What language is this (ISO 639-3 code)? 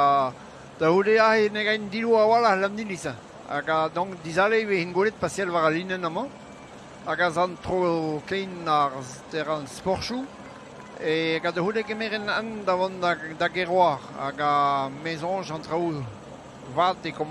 bre